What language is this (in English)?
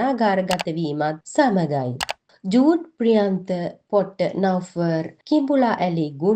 Sinhala